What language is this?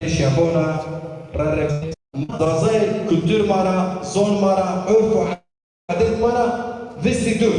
Zaza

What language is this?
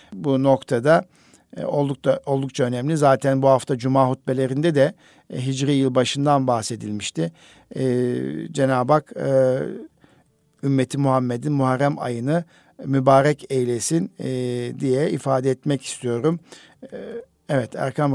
Turkish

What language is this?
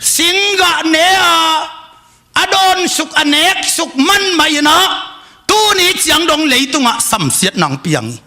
Tedim Chin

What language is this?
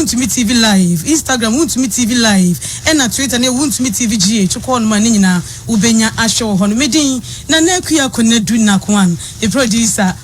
Akan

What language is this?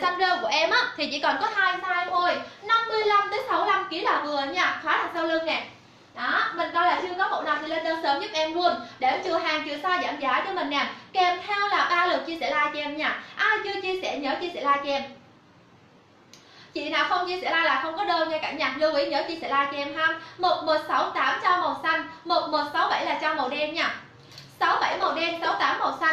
Vietnamese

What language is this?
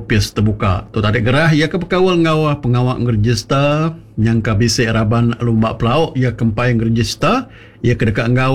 Iban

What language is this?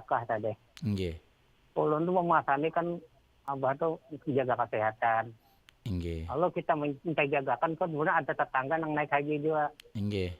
Banjar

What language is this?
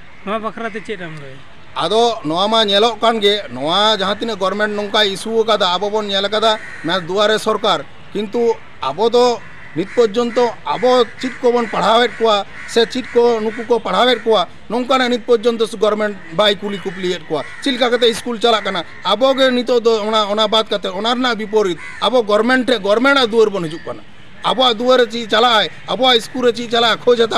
Santali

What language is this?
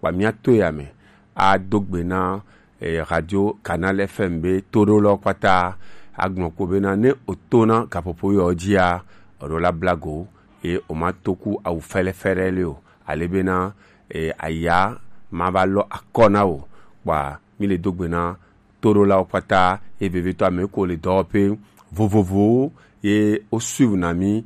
Gen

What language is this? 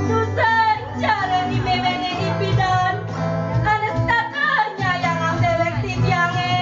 Balinese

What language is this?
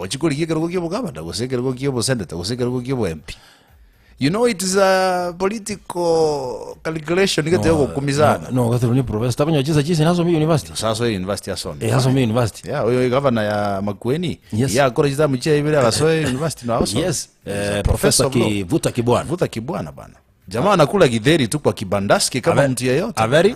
Gusii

